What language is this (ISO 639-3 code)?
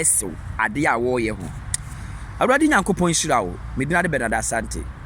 aka